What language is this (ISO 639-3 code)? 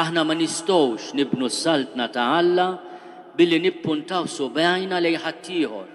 mlt